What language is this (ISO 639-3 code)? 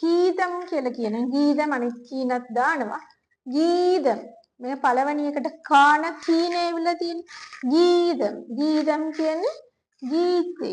sin